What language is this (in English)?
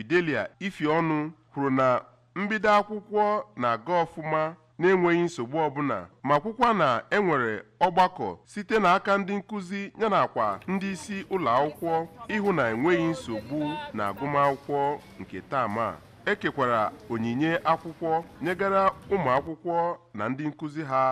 Igbo